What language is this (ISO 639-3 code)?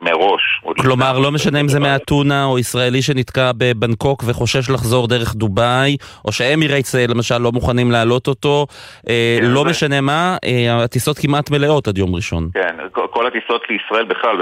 heb